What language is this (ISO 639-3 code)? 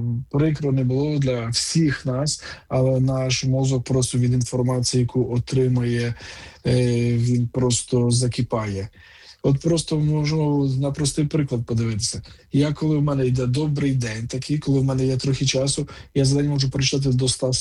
ukr